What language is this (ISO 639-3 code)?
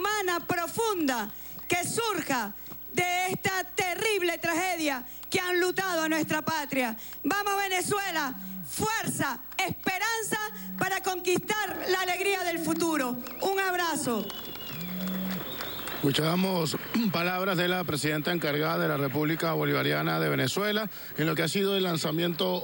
spa